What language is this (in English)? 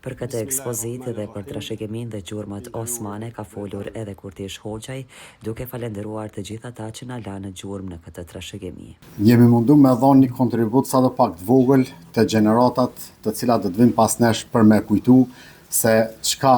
Albanian